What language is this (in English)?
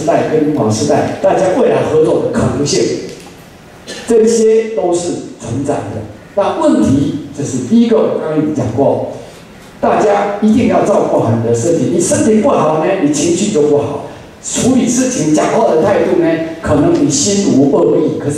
Chinese